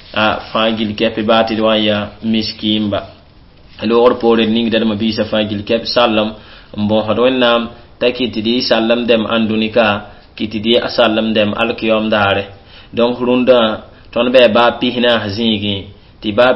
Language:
Mossi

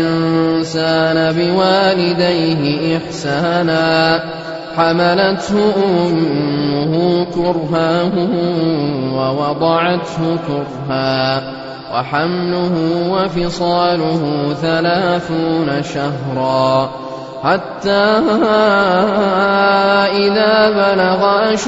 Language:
Arabic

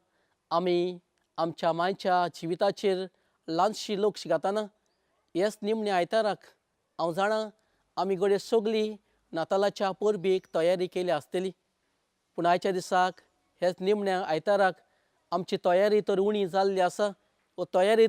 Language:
Konkani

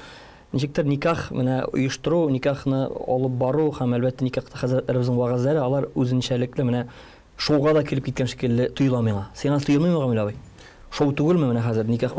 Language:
Tatar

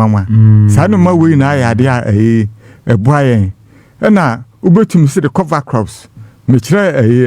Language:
Akan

